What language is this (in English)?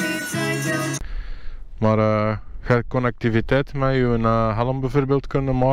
Dutch